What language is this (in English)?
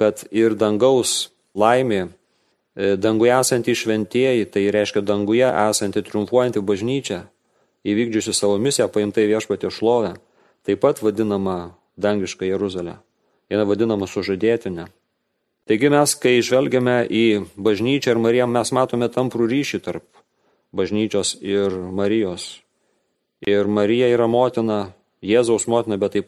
Lithuanian